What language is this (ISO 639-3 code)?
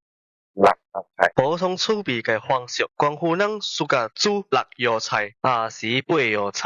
nan